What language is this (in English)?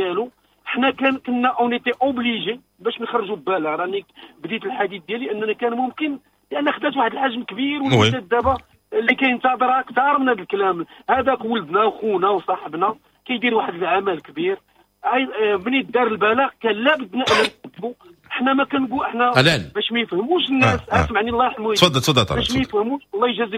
Moroccan Arabic